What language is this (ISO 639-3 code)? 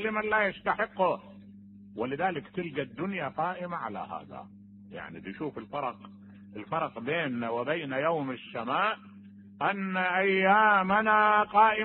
acm